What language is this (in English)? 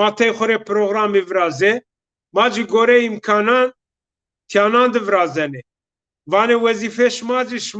Zaza